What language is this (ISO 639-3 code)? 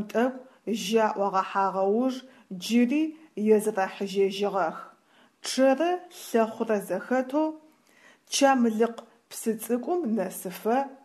ady